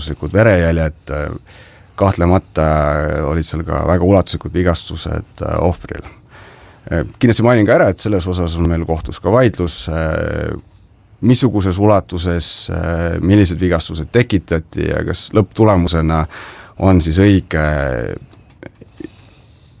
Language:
Estonian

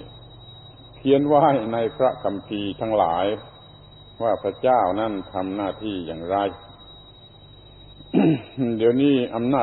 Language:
Thai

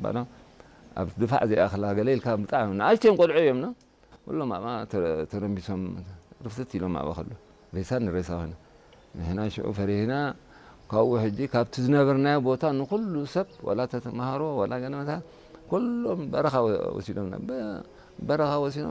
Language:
Tigrinya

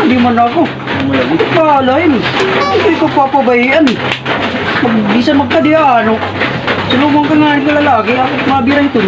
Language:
Waray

